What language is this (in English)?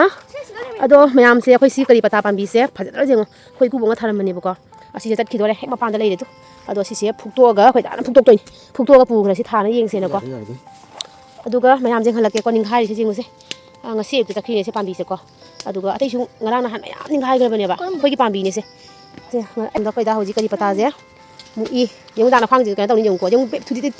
Manipuri